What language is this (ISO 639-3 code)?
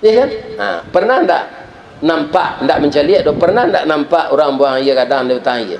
min